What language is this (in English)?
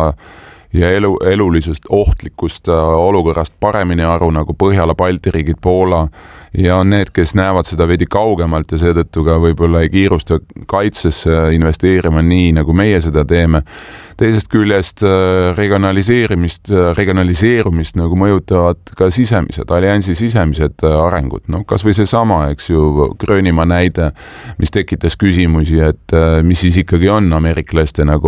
Estonian